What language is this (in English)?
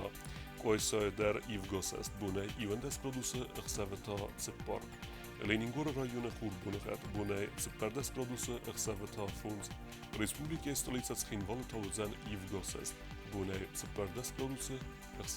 Ossetic